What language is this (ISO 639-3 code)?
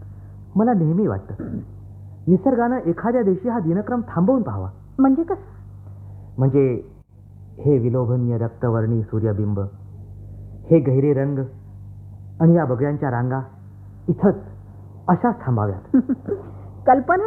mar